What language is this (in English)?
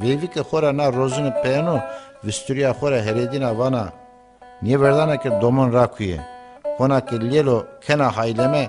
Zaza